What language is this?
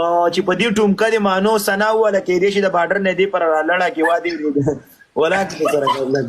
Pashto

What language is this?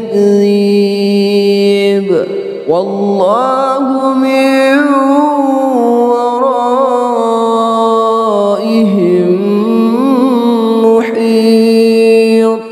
Arabic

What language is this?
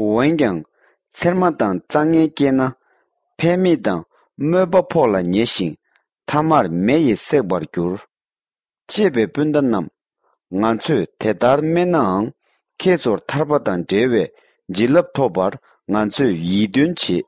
Tibetan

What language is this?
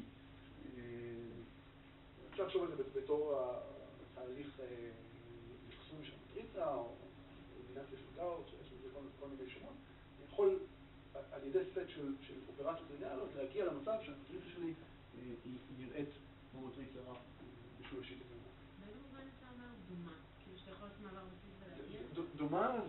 Hebrew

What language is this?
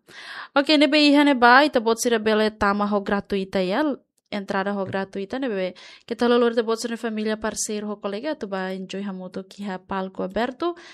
Tetum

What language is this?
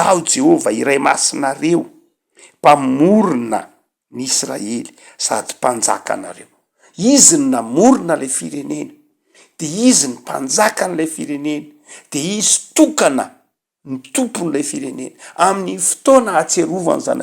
Malagasy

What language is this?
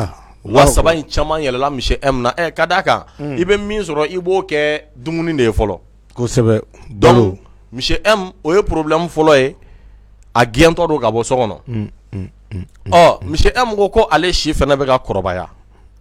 Bambara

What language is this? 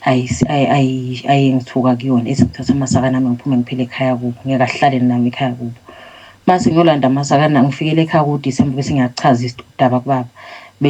Zulu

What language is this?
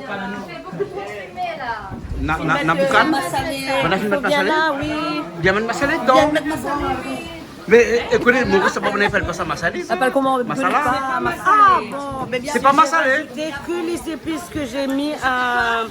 Réunion Creole French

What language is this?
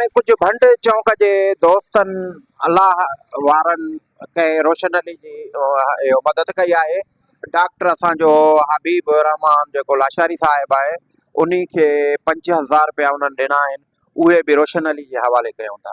Sindhi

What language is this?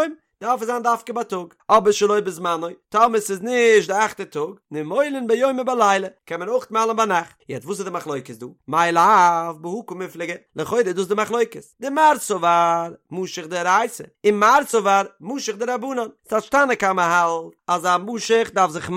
Yiddish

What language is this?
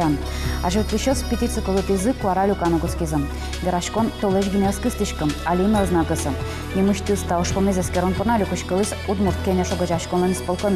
Udmurt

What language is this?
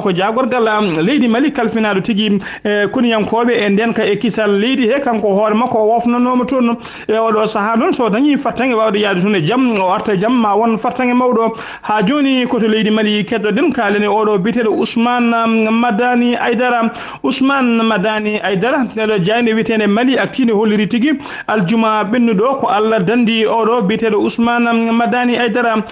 Fula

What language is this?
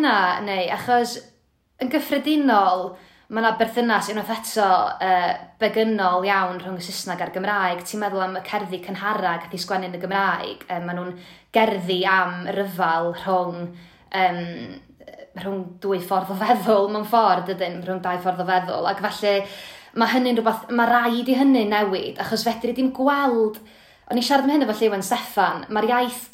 Welsh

